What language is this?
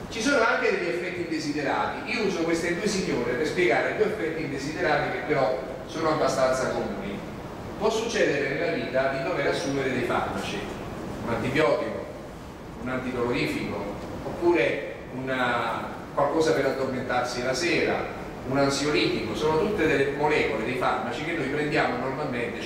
Italian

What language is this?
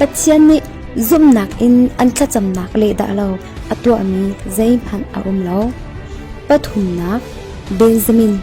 Hakha Chin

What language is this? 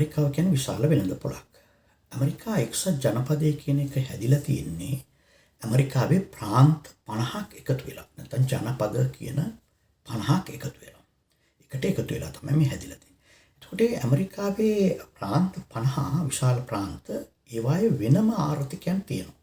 Sinhala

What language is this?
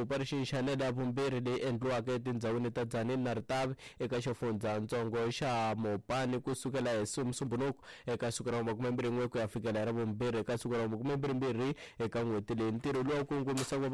Tsonga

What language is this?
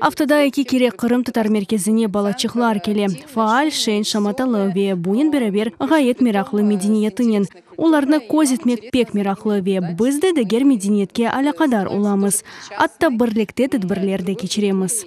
Crimean Tatar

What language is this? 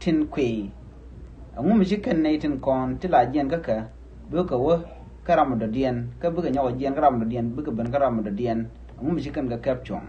Nuer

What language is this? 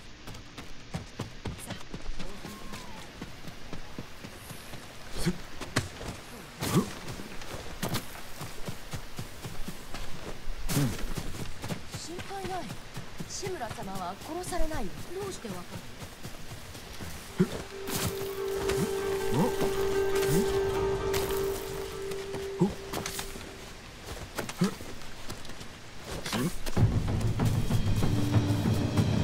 Japanese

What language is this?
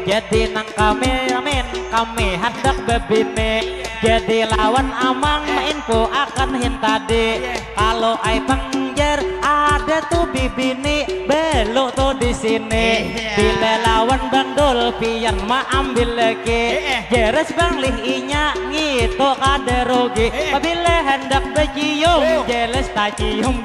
Banjar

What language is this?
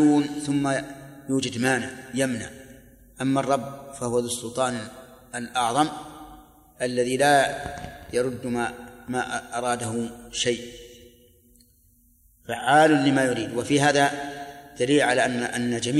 Arabic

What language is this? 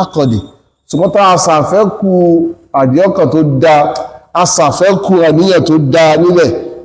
Yoruba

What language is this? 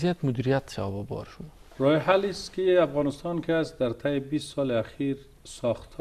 Persian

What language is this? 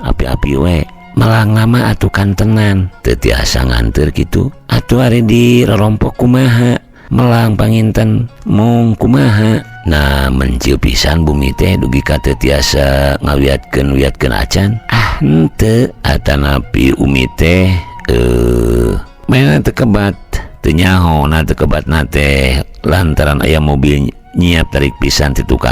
Sundanese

